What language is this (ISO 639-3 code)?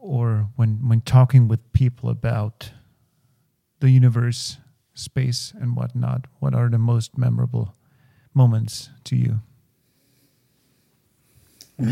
eng